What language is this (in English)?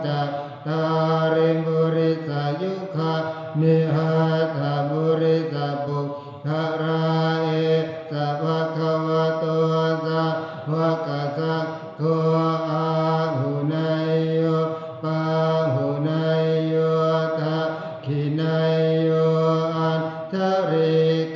Pali